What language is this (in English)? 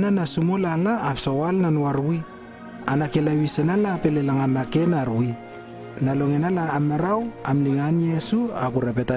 Lewo